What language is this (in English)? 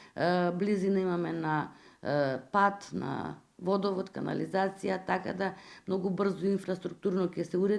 Macedonian